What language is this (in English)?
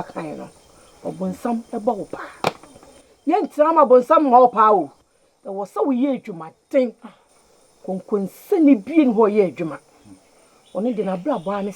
Akan